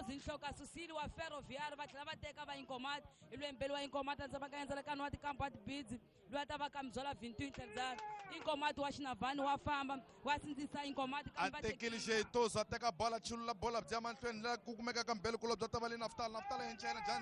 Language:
Tsonga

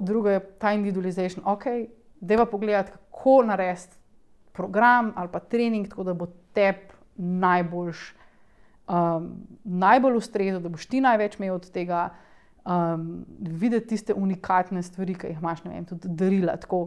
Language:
Slovenian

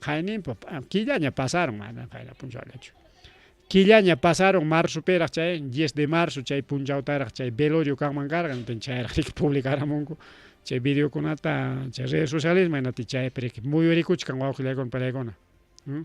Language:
Ayacucho Quechua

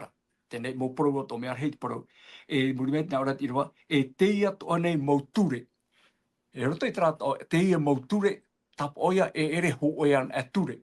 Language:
Tahitian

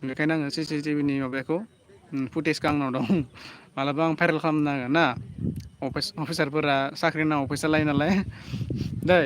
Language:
Bodo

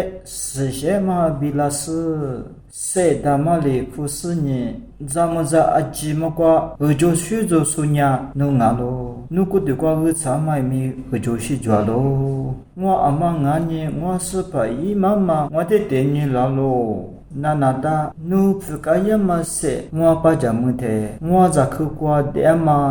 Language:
Lisu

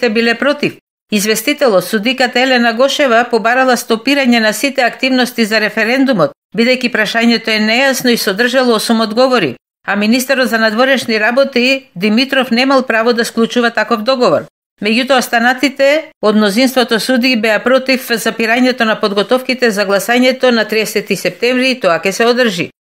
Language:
Macedonian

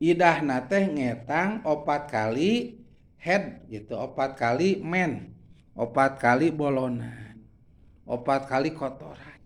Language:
Sundanese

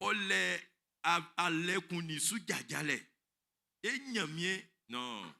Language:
Baoulé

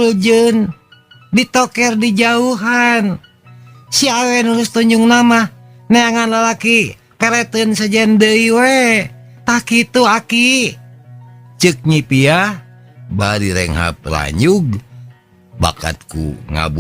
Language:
Sundanese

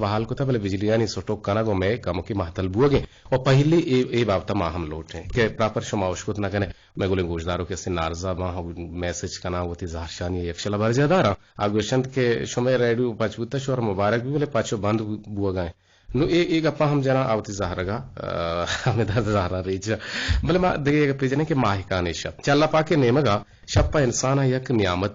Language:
Eastern Balochi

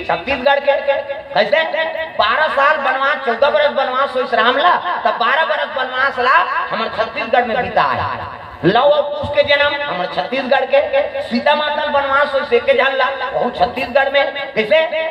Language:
Chhattisgarhi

